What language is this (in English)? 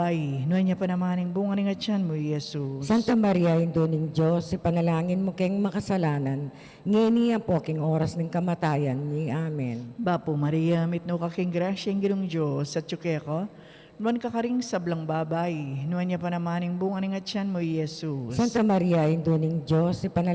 Pampanga